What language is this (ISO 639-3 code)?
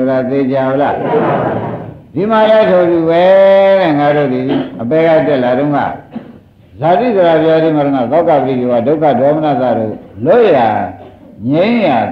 mya